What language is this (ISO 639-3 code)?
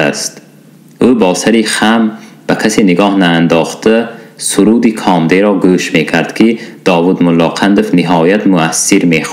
tgk